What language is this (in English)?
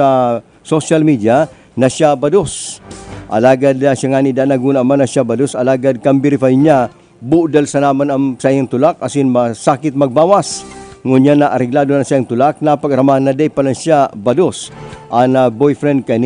Bikol